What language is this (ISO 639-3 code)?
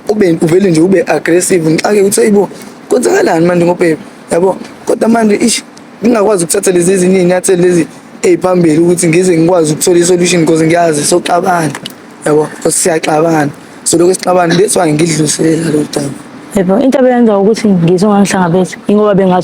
zul